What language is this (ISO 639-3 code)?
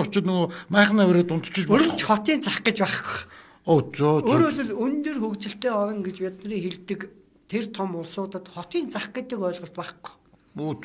mon